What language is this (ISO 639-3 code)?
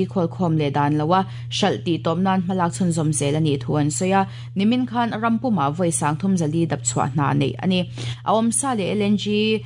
lus